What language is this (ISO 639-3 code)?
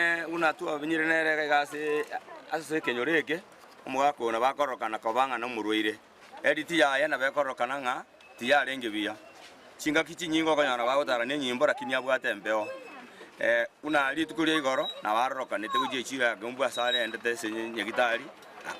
guz